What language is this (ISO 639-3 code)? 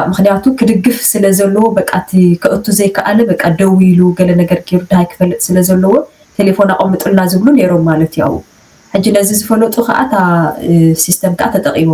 tir